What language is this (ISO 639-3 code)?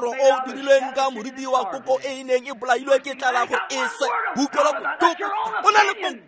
tsn